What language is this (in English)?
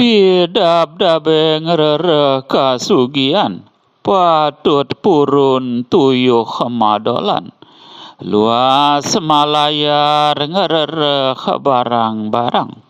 Balinese